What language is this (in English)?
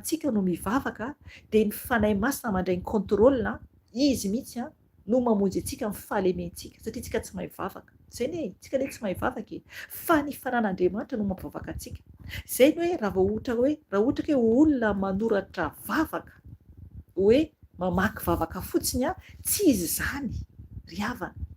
Malagasy